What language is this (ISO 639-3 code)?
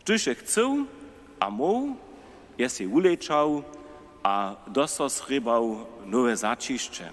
hsb